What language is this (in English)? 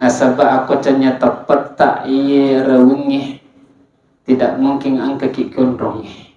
Buginese